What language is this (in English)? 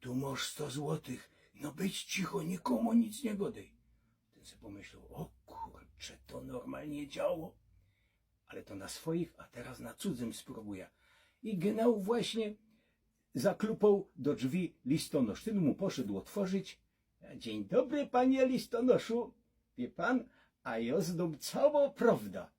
Silesian